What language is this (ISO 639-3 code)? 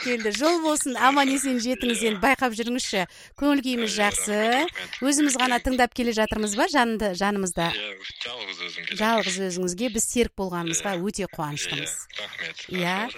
kaz